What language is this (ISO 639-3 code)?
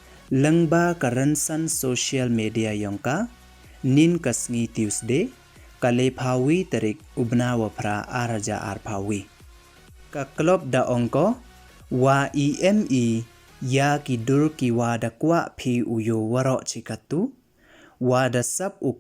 pbv